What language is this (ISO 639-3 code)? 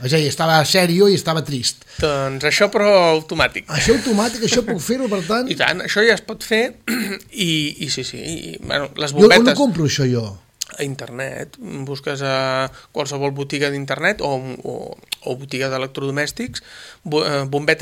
cat